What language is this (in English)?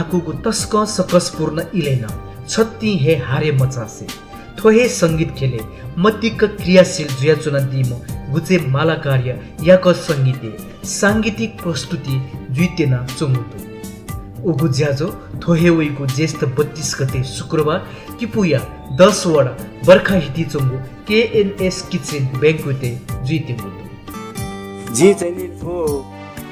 Newari